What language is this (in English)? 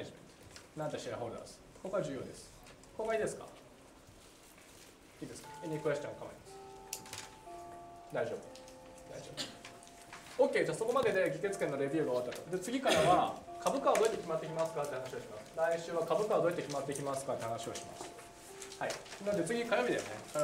Japanese